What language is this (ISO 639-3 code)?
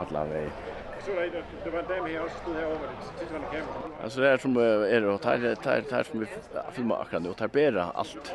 fao